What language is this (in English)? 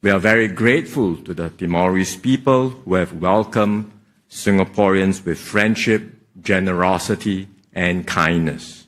Tetum